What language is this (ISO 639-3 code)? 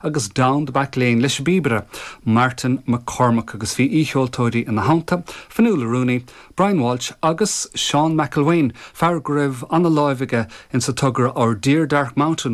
gle